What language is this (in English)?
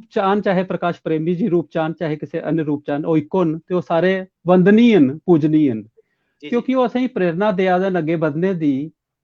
Dogri